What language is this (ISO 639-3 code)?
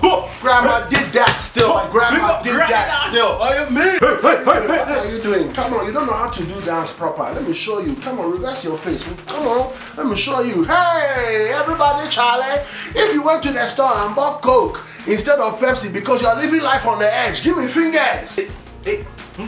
jam